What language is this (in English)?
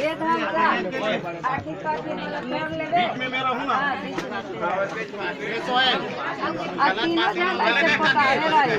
Chhattisgarhi